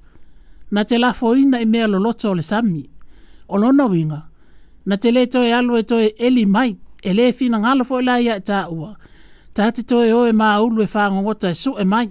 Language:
Samoan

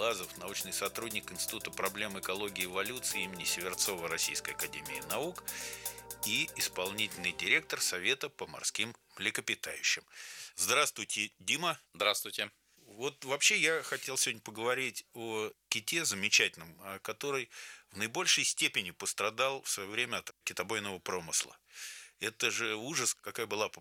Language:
Russian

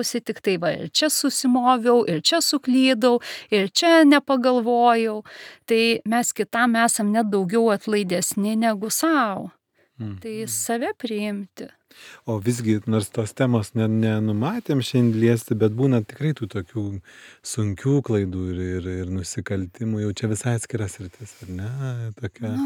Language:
Lithuanian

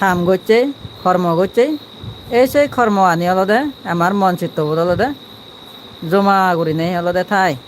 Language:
Chakma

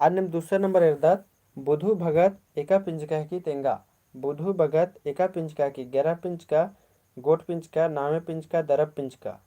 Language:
Kurukh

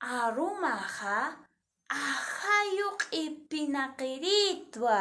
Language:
Aymara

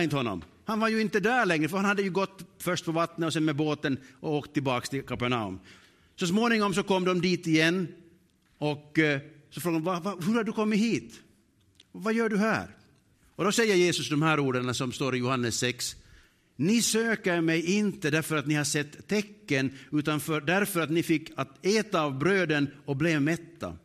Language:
Swedish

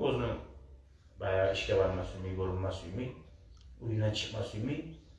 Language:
Kumyk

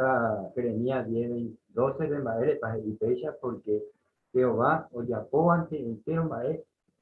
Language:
Guarani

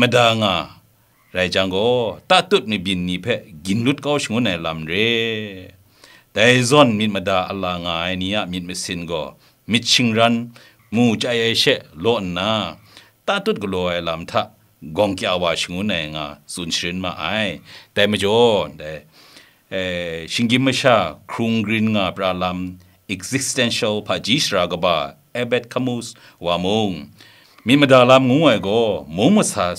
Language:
Kachin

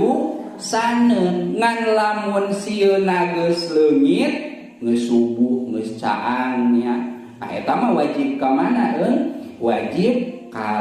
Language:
Sundanese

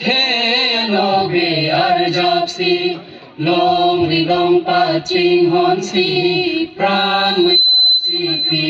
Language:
Karbi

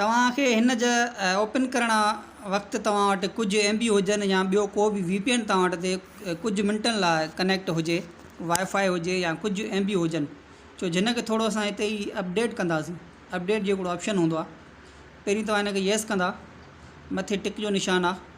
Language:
Sindhi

